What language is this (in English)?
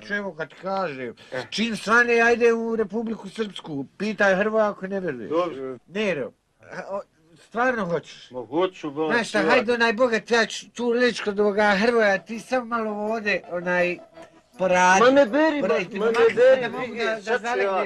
Bosnian